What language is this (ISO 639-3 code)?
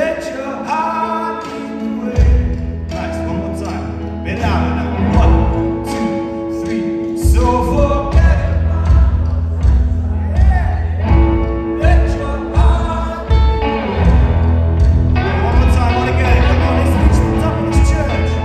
eng